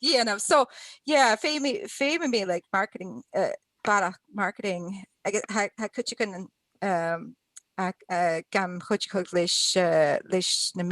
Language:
Scottish Gaelic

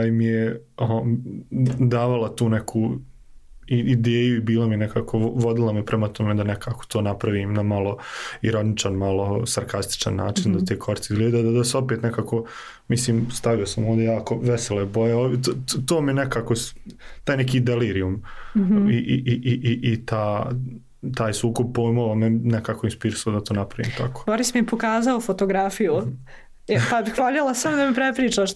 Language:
Serbian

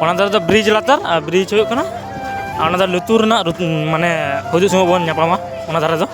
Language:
Santali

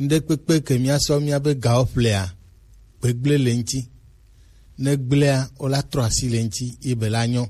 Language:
Gen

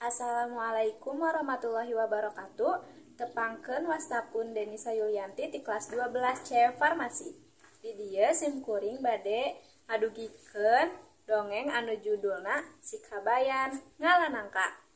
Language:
Sundanese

